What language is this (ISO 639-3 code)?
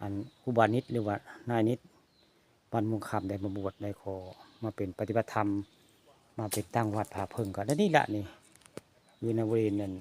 tts